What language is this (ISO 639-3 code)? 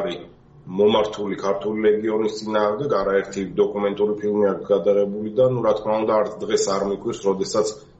kat